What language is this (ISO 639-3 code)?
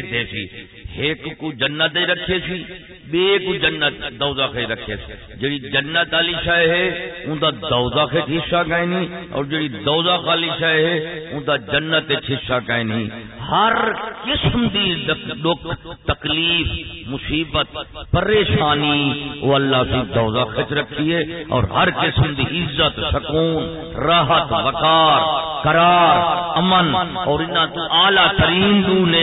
skr